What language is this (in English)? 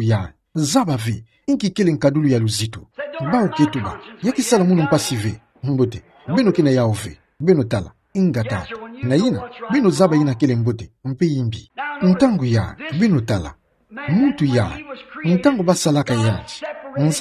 Kituba (Democratic Republic of Congo)